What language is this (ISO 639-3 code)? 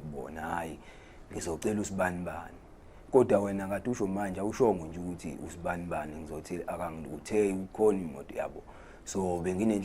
zul